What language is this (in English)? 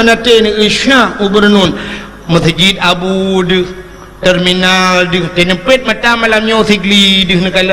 Achinese